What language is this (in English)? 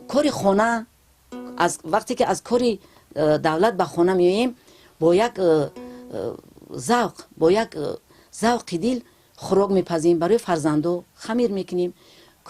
Tajik